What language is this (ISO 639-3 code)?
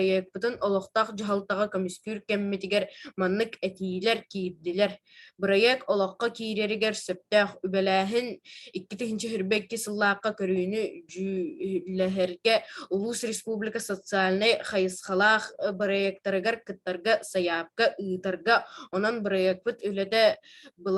sah